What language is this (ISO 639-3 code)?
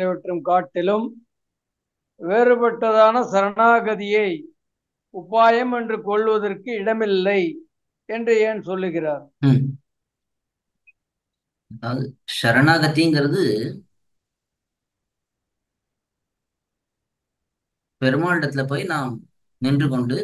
tam